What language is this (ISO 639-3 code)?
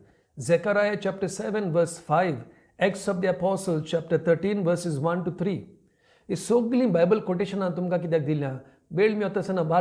kok